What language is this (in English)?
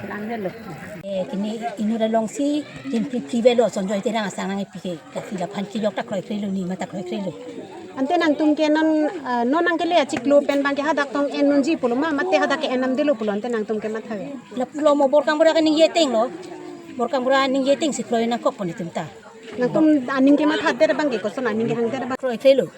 Karbi